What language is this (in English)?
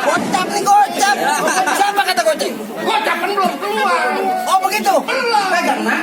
Betawi